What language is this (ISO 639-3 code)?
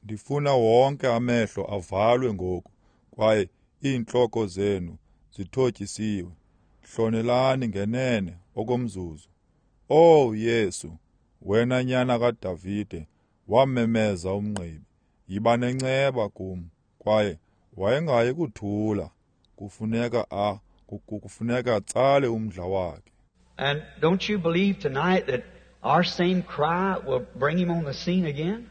xho